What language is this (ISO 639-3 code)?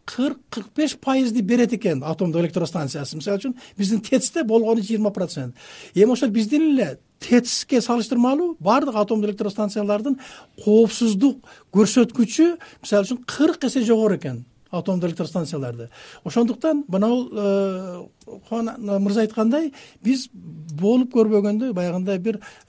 kir